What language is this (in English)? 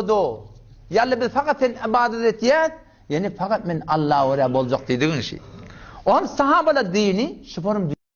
Turkmen